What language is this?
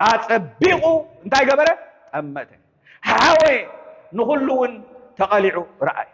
Tigrinya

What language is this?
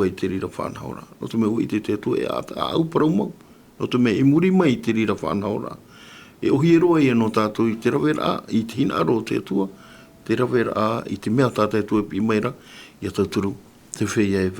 Tahitian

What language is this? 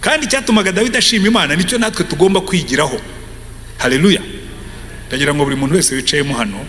Kinyarwanda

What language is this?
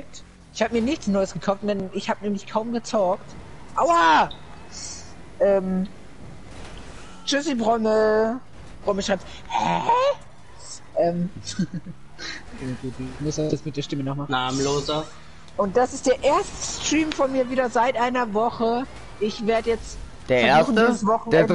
German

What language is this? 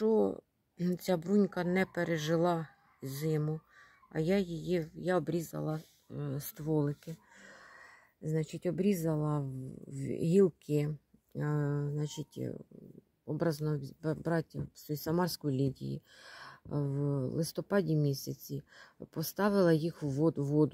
Ukrainian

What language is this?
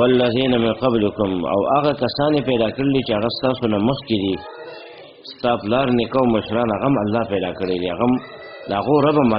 Pashto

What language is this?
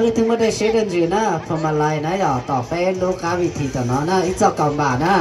Hmong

